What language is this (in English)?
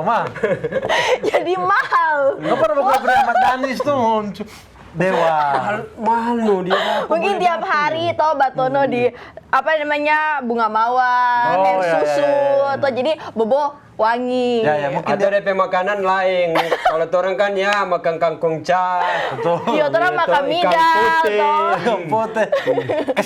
Manado Malay